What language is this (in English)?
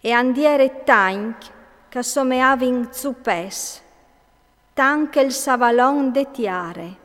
Friulian